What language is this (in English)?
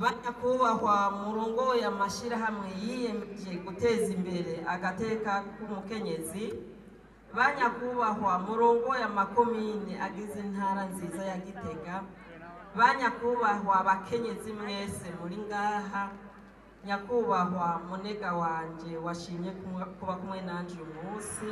Rundi